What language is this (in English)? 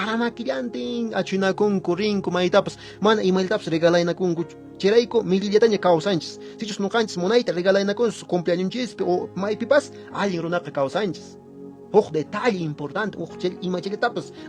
Quechua